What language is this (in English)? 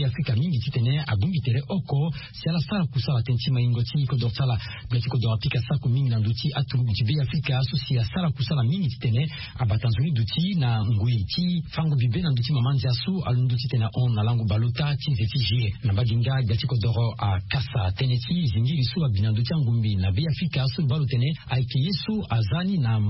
Sango